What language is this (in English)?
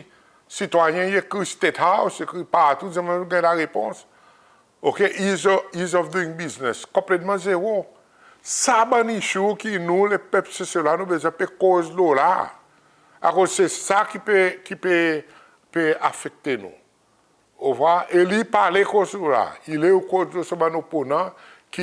Seselwa Creole French